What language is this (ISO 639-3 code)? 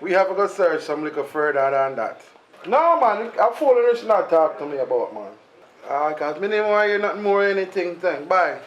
jam